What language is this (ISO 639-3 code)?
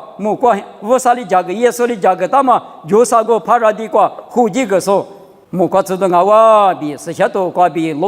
lis